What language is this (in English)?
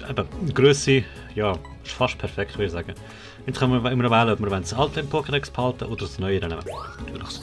Swiss German